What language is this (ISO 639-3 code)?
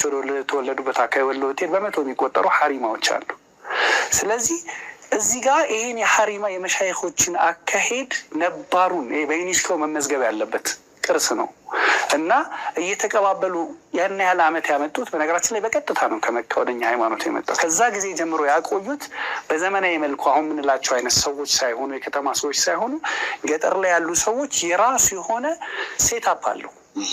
amh